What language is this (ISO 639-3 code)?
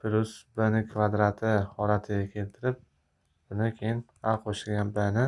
uzb